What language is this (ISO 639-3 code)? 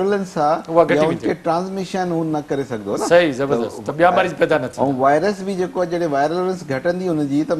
snd